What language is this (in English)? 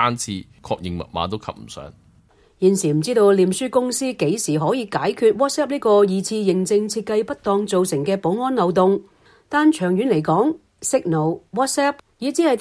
Cantonese